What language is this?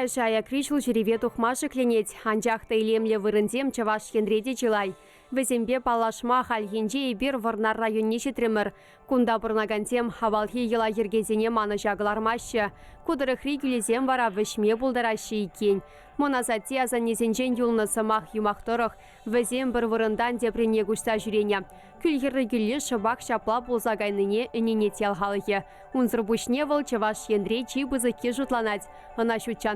Chuvash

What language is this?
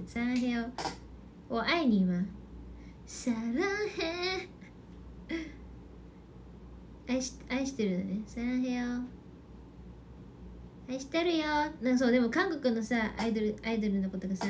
Chinese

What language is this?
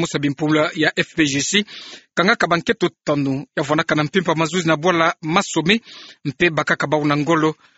Kituba (Democratic Republic of Congo)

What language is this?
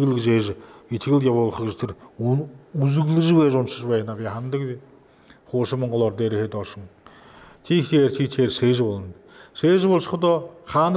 Buriat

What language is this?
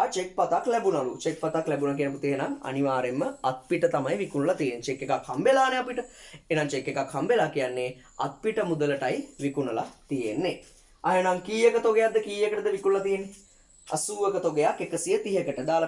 Sinhala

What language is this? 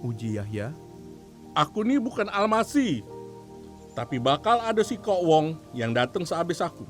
Musi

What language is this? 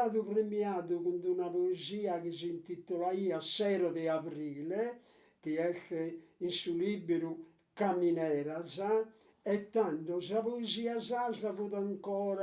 Sardinian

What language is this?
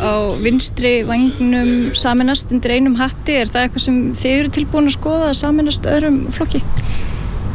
Icelandic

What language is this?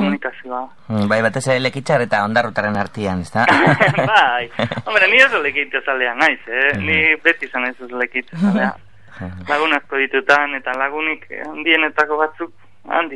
Basque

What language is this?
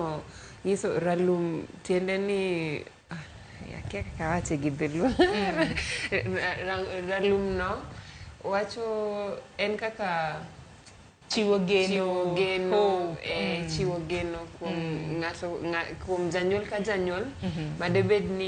Luo (Kenya and Tanzania)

